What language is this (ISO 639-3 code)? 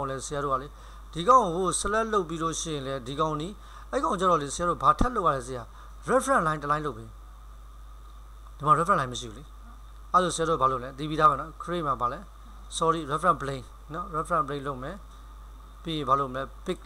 mya